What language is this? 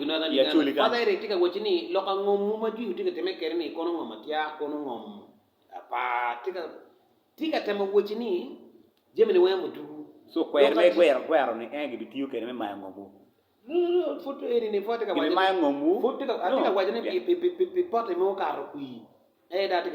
Acoli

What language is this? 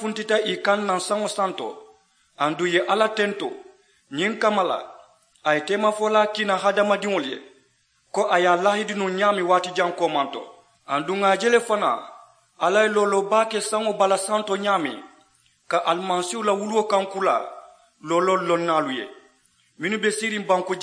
Mandingo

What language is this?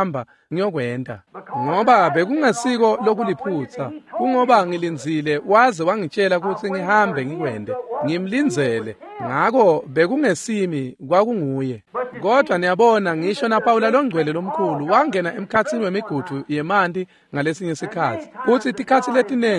Swati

